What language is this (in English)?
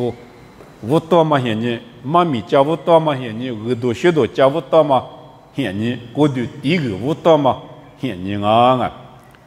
Lisu